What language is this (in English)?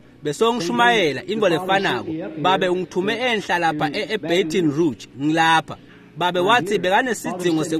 Swati